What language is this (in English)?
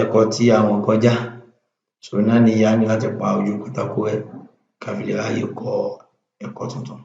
Yoruba